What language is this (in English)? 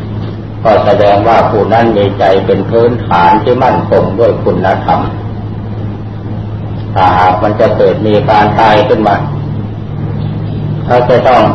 Thai